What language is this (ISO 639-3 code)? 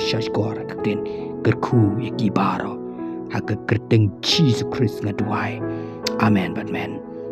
kha